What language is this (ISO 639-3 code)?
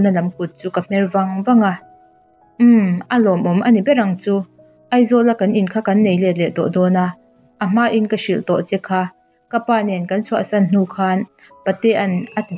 lus